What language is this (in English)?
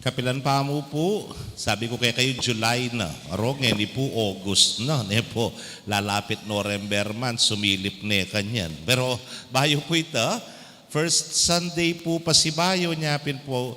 Pampanga